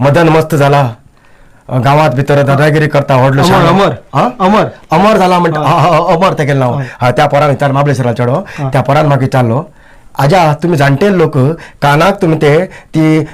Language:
Konkani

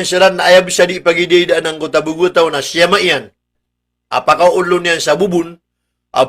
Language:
Maranao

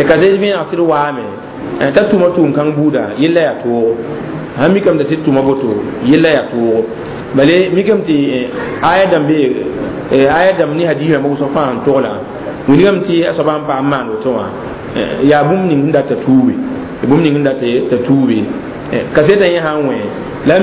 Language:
Mossi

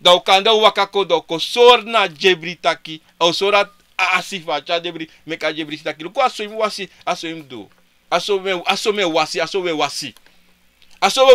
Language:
Sranan Tongo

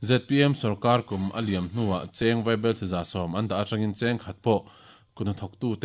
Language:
Mizo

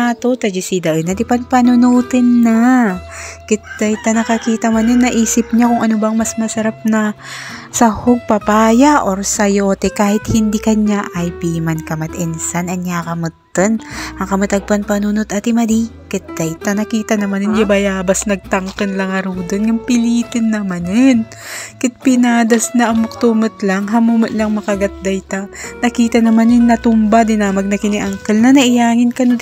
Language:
Iloko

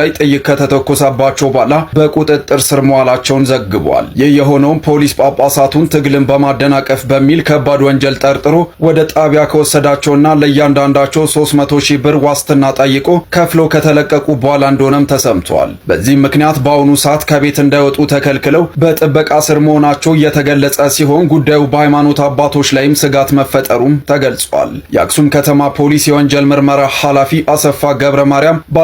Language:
Amharic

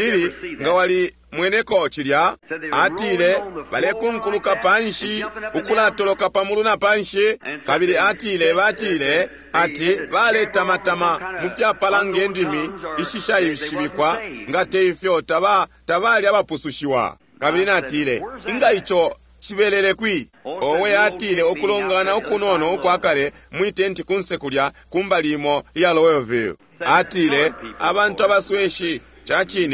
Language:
Bemba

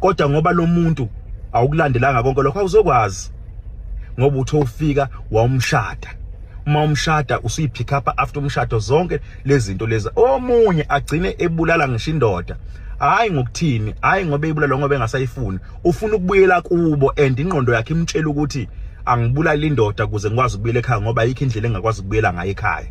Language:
Zulu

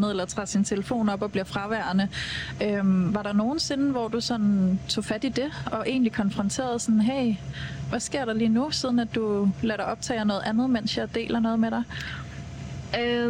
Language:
Danish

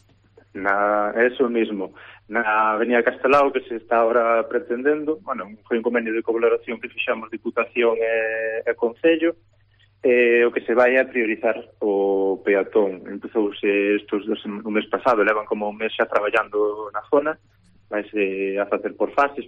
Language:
Galician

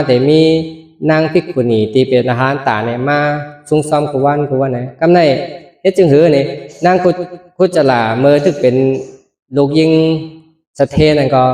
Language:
Shan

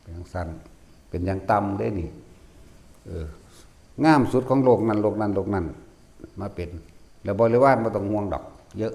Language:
Northeastern Thai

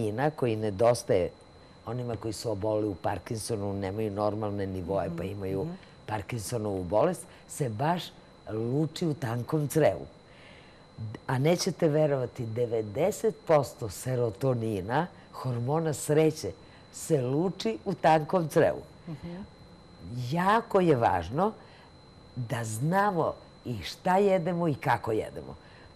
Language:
Serbian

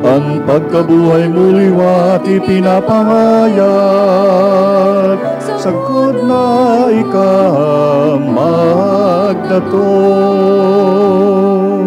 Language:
Bikol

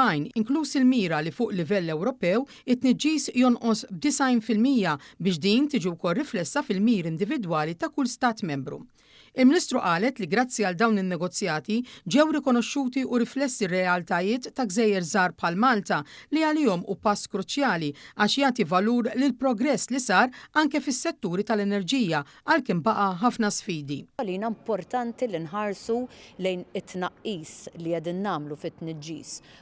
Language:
Maltese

